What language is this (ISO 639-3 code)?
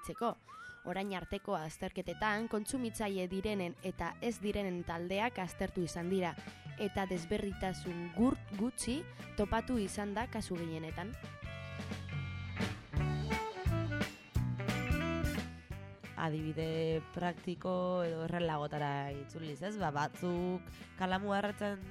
eus